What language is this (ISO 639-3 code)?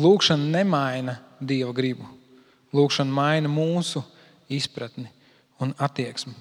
lav